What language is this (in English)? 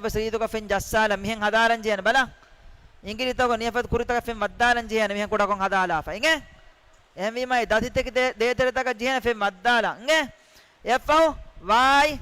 Divehi